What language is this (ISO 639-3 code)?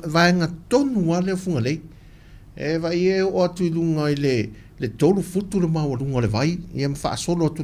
smo